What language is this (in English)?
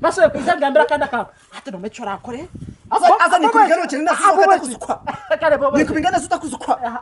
Nyankole